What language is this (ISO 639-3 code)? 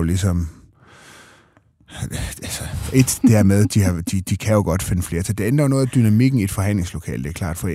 dan